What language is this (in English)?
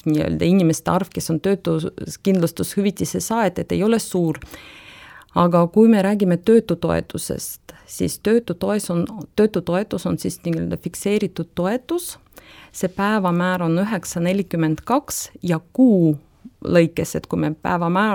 Estonian